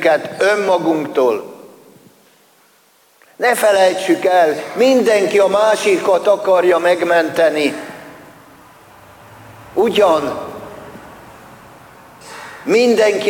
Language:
Hungarian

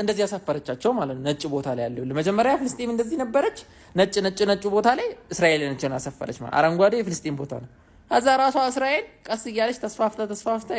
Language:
Amharic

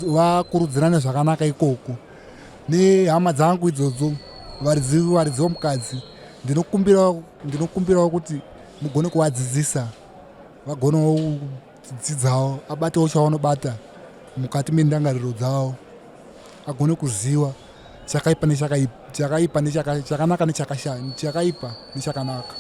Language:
Shona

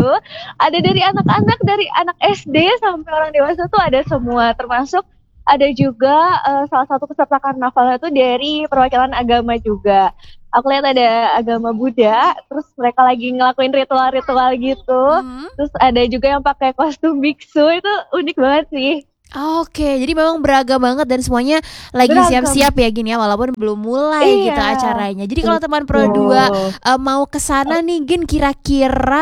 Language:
Indonesian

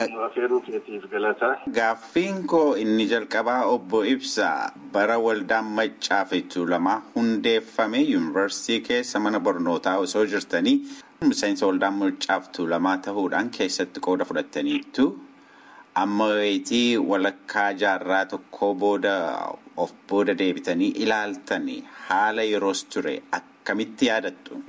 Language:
Oromo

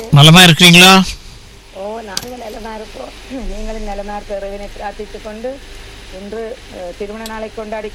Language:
Tamil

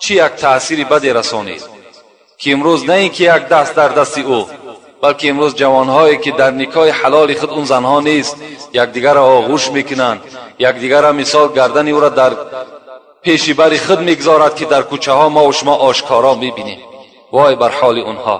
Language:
Tajik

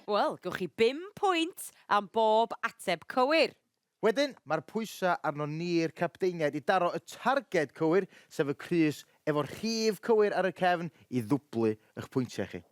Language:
Welsh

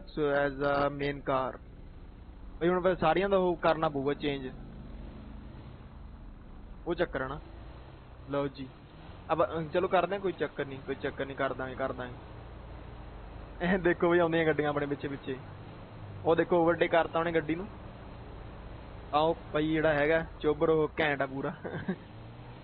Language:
Punjabi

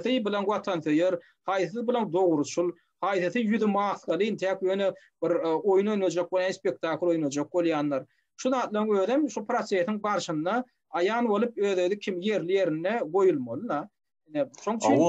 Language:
Turkmen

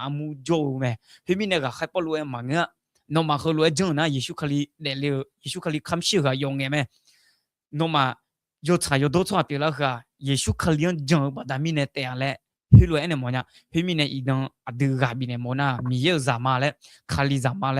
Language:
Akha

